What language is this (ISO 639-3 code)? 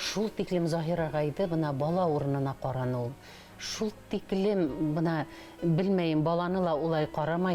bak